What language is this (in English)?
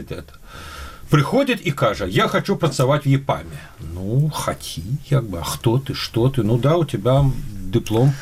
Belarusian